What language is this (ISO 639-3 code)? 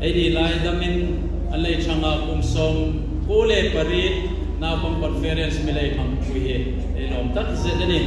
hmr